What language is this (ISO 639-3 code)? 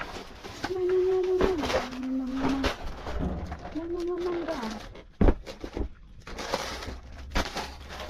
fil